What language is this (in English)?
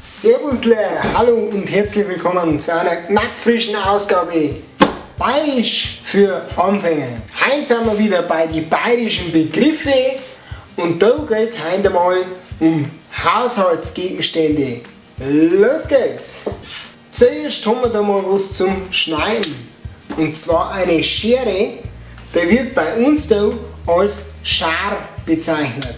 Bavarian